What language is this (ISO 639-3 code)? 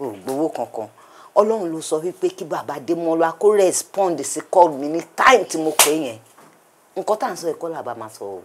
yor